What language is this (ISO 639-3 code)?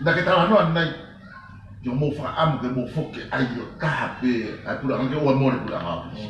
ton